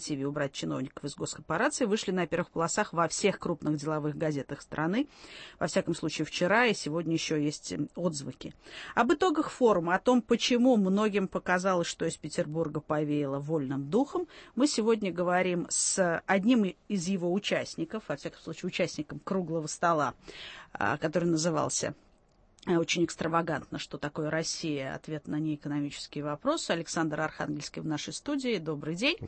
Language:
Russian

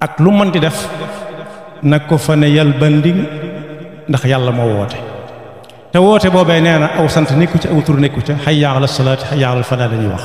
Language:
Wolof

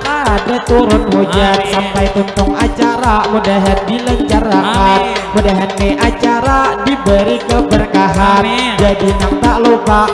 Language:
Banjar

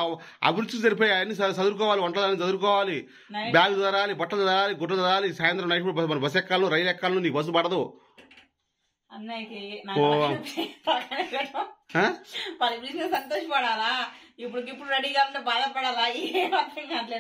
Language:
Telugu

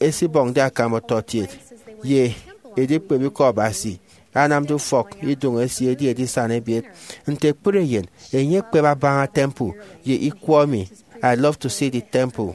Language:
Efik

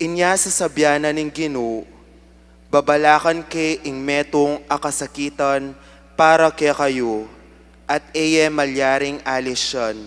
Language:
Pampanga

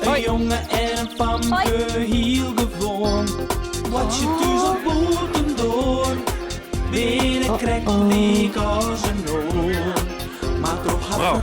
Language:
Western Frisian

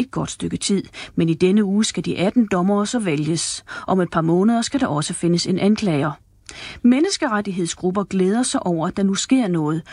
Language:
Danish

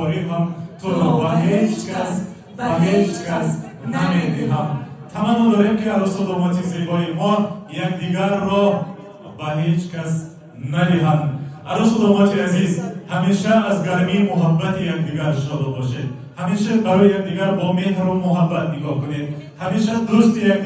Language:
Tajik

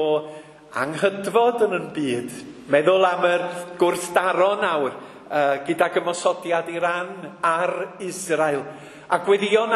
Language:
Welsh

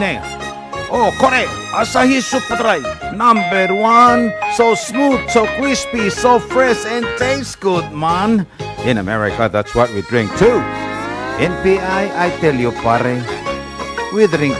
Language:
Palauan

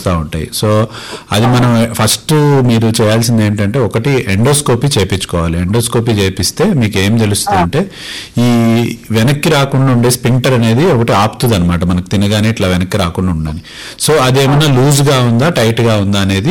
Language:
Telugu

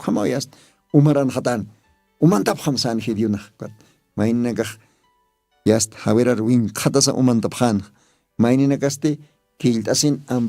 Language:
Aymara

